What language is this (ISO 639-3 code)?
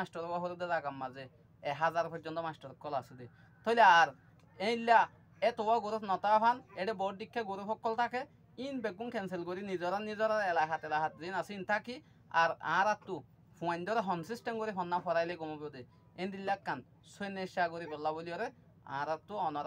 rhg